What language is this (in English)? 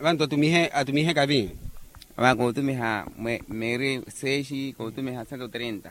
Makhuwa